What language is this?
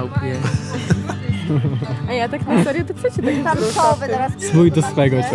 Polish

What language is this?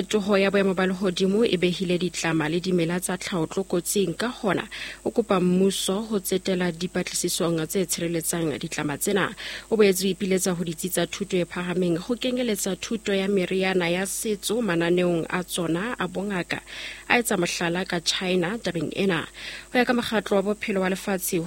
Southern Sotho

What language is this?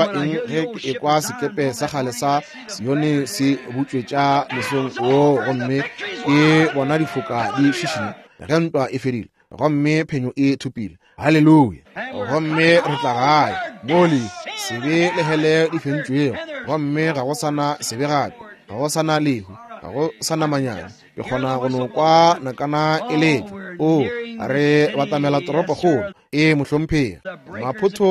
Northern Sotho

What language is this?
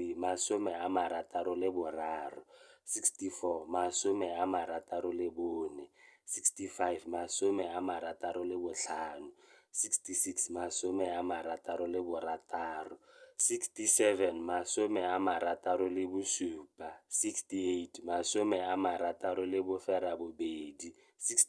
Tswana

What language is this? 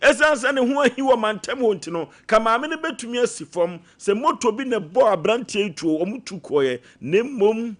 Akan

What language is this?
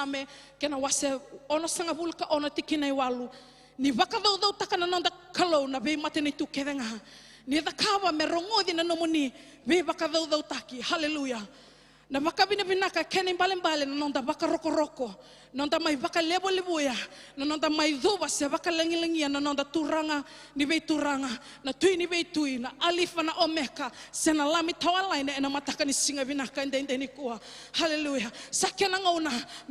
Fijian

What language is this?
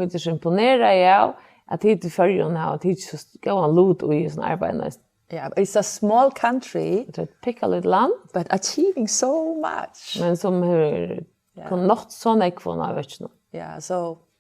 Faroese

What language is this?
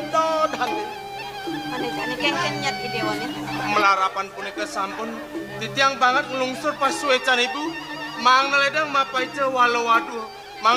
Balinese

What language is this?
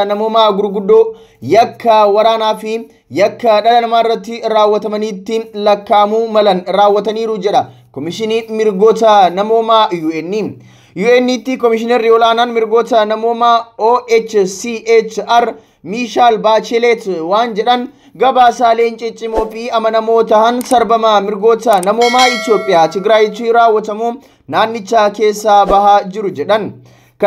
Oromo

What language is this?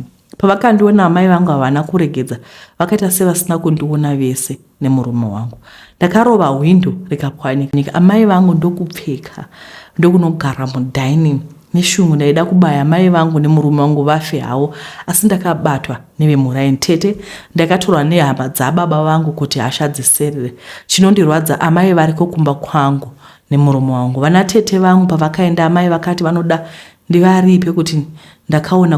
Shona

